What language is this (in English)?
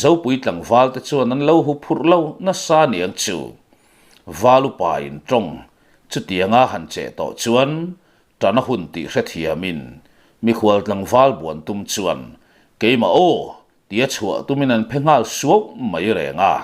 Mizo